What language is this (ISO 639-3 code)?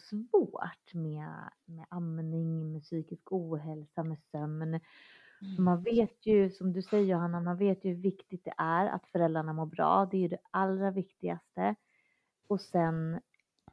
swe